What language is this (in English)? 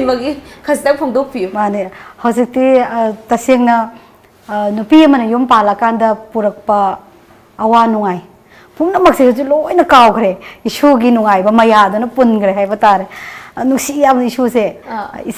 Manipuri